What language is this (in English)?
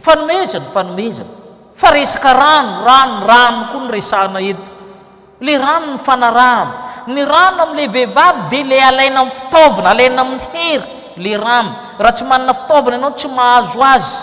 Malagasy